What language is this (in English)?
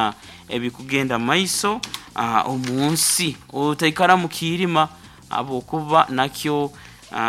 Nyankole